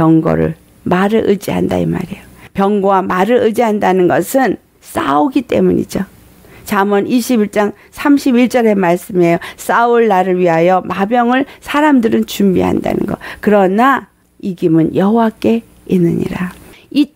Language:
Korean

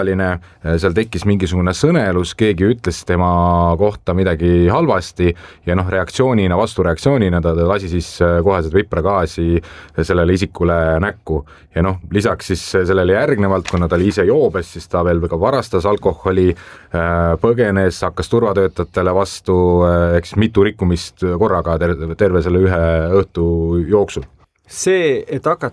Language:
Estonian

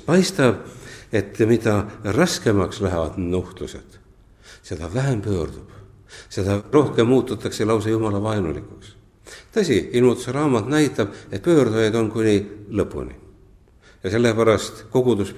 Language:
Estonian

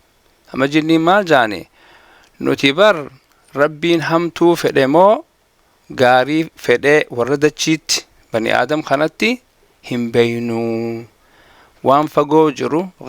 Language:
Oromo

